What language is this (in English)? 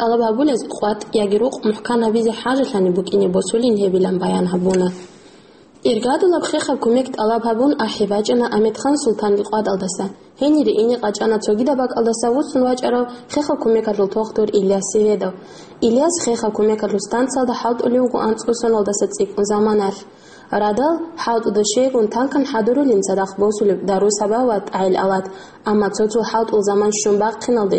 Avaric